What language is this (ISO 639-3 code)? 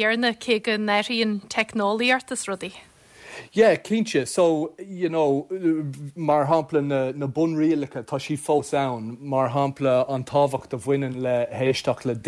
gle